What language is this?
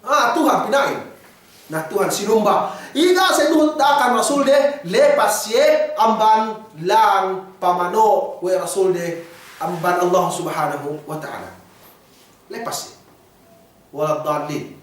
Yakan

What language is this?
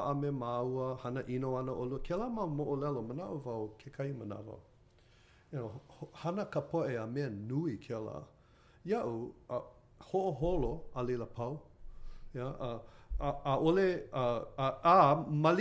Hawaiian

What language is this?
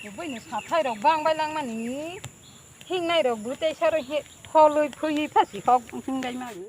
Kok Borok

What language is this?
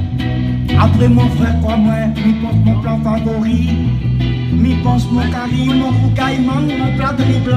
Réunion Creole French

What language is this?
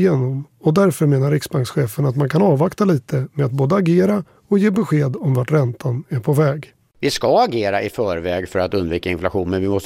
Swedish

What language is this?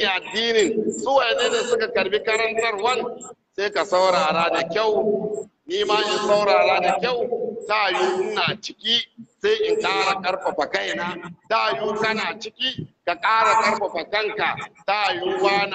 Hausa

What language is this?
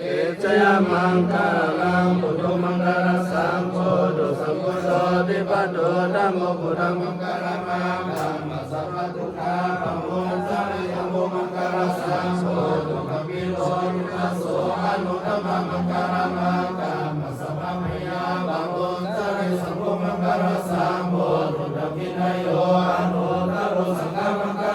Pali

